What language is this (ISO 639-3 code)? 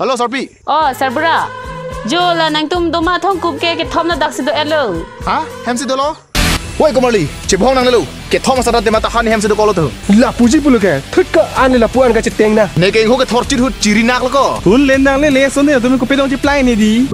mjw